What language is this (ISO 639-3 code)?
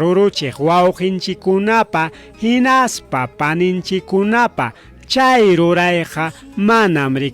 quy